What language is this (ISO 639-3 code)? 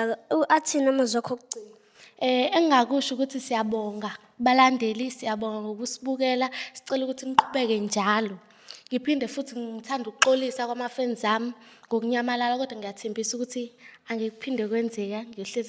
zul